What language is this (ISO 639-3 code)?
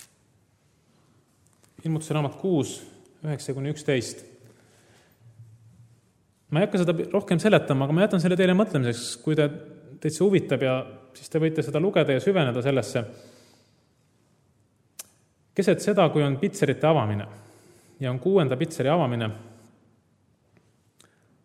est